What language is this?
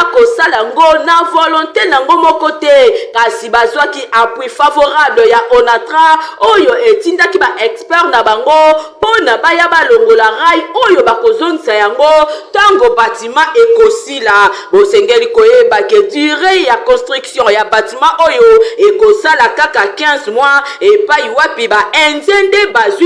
Lingala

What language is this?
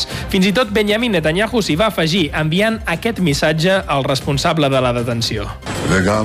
Catalan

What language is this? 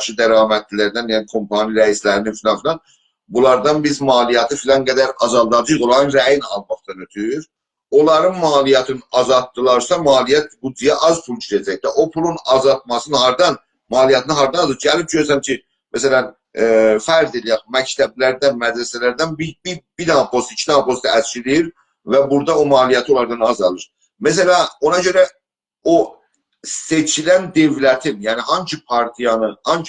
South Azerbaijani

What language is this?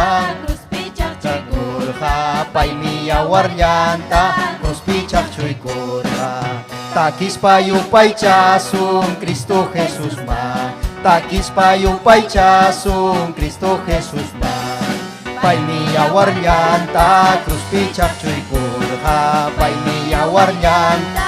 Ayacucho Quechua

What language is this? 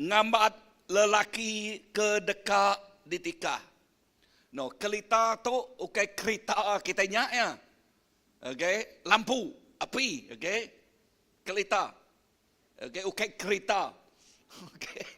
Iban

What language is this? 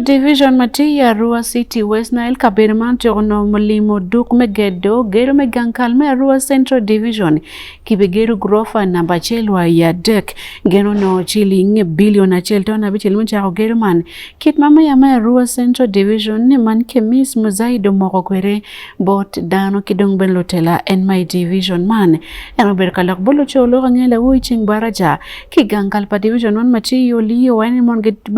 Acoli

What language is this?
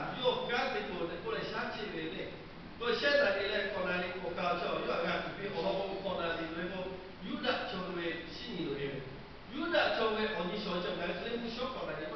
Lahu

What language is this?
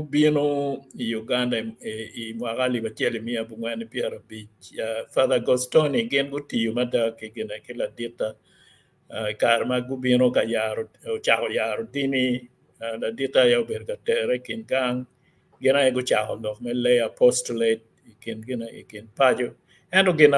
Acoli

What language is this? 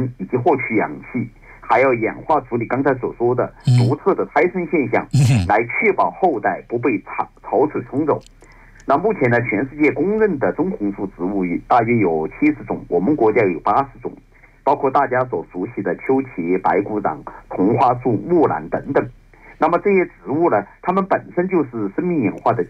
Chinese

